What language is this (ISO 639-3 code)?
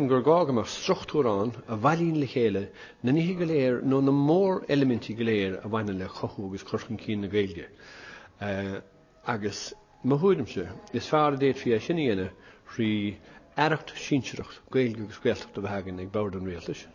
gle